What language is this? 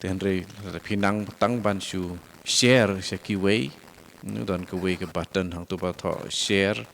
Khasi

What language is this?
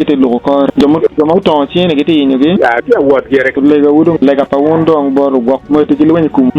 Acoli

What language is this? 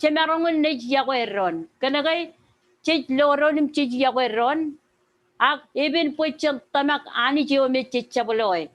Marshallese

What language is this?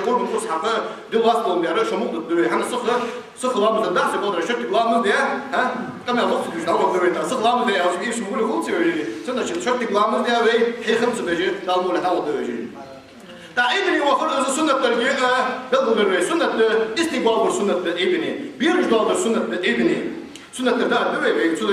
Ingush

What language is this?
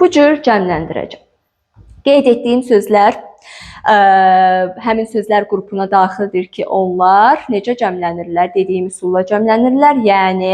Azerbaijani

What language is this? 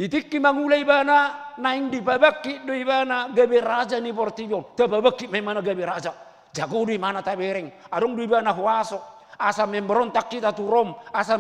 Batak Toba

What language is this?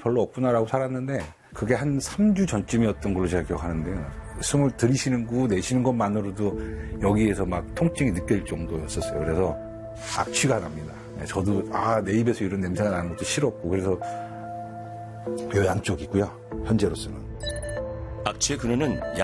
Korean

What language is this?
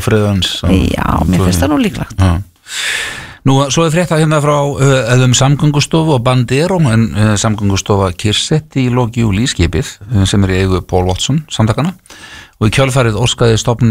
Icelandic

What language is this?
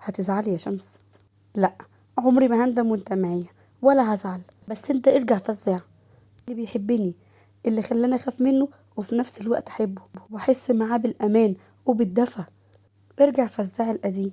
Egyptian Arabic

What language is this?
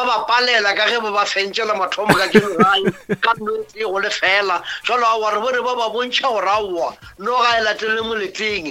Northern Sotho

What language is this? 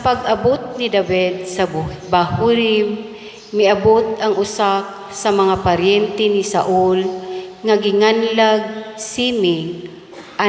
Cebuano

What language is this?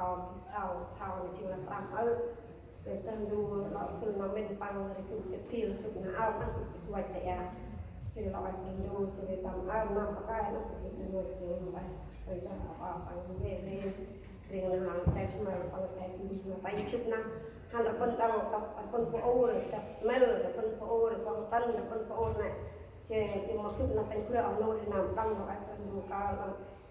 Central Mnong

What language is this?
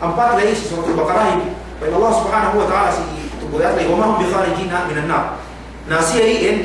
Yakan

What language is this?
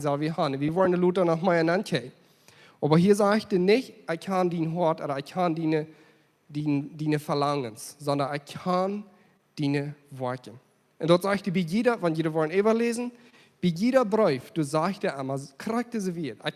Plautdietsch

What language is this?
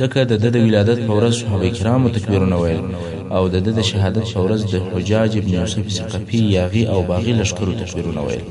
Pashto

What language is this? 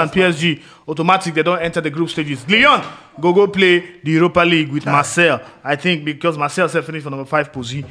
Nigerian Pidgin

